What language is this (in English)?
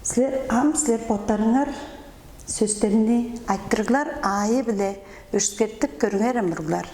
Tuvinian